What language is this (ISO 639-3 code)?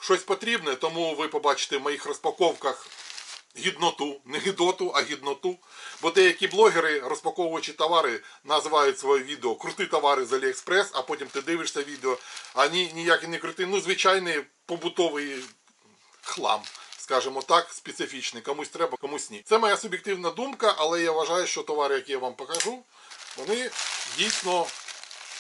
ukr